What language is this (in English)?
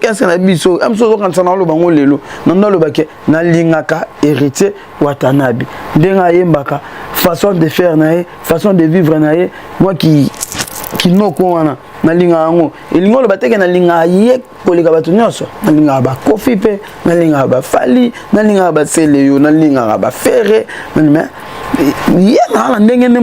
Lingala